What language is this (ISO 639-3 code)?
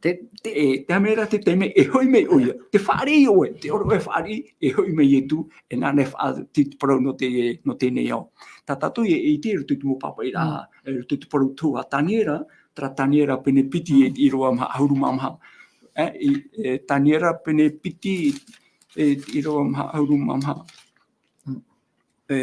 tah